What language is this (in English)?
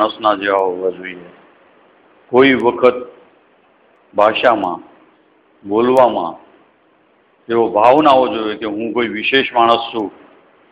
Gujarati